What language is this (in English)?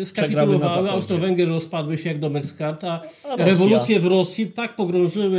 Polish